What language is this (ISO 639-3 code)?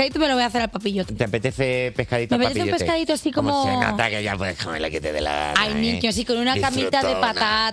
spa